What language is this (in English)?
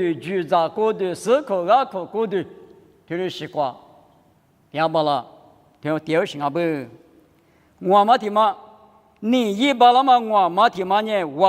Lisu